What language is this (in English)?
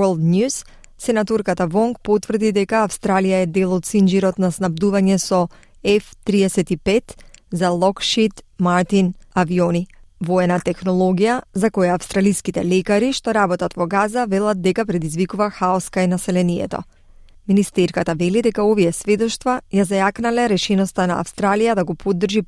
Macedonian